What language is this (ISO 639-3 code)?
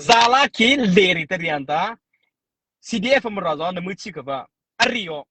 mrh